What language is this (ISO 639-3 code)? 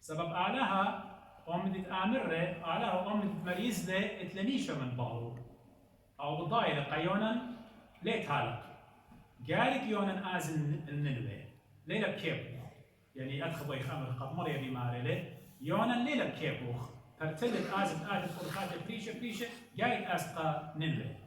aii